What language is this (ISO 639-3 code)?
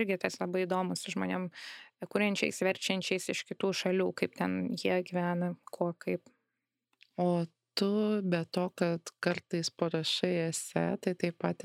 lit